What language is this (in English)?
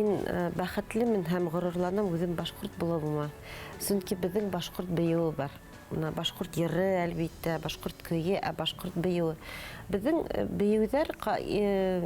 Bashkir